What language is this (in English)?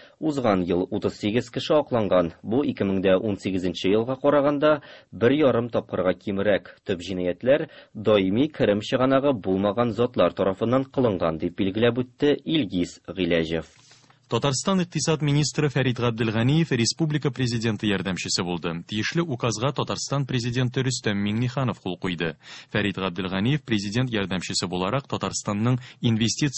Tatar